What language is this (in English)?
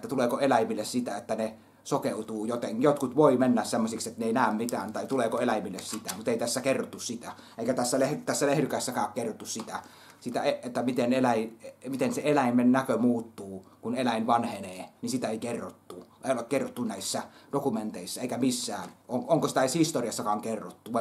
Finnish